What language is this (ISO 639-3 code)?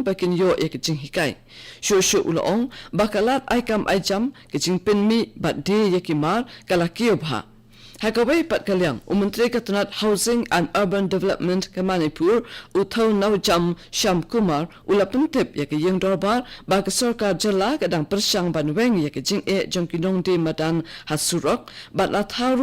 kha